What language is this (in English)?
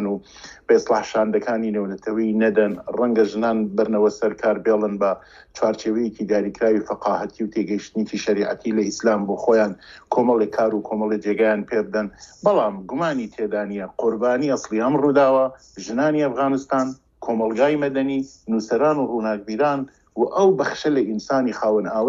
Central Kurdish